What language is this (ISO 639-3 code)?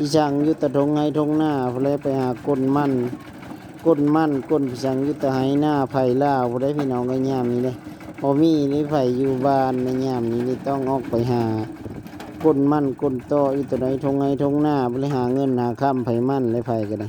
lao